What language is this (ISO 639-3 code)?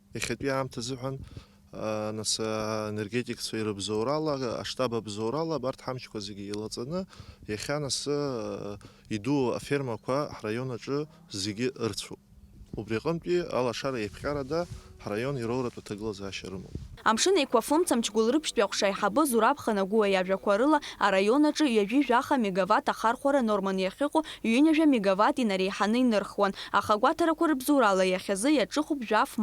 abk